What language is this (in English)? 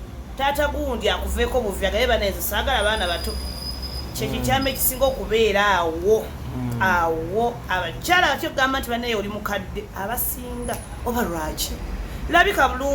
Ganda